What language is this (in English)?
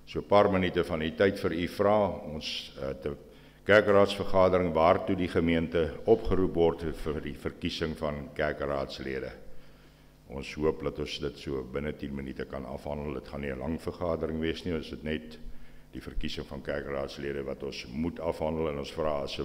Afrikaans